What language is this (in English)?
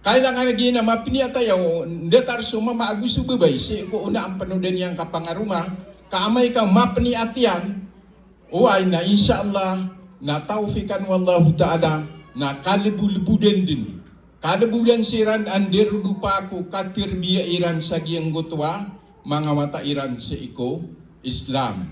Maranao